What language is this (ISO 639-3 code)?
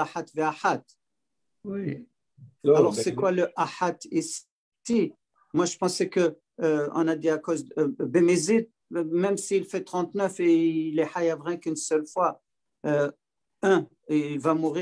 fra